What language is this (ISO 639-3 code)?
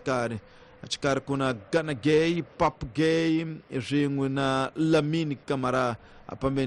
tso